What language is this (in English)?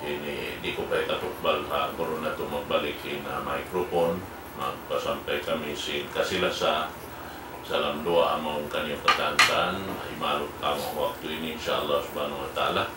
Tausug